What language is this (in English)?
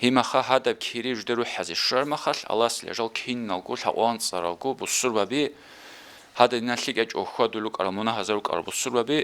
Avaric